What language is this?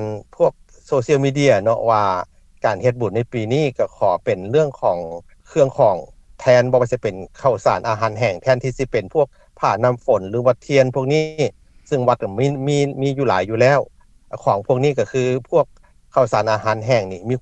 Lao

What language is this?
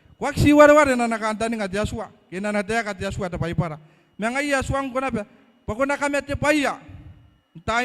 Gilbertese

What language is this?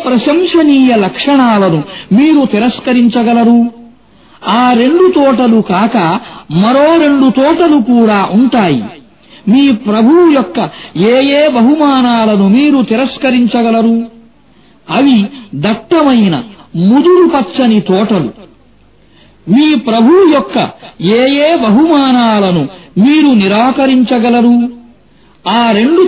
Telugu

